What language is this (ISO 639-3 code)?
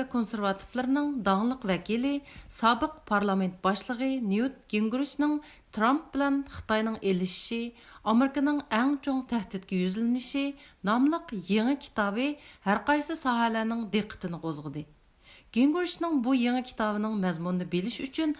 uig